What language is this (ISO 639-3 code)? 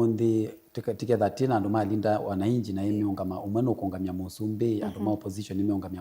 kam